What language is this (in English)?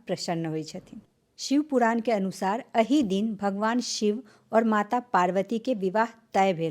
Maithili